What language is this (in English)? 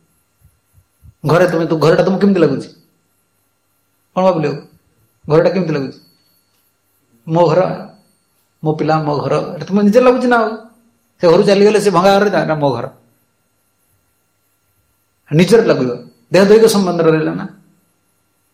Odia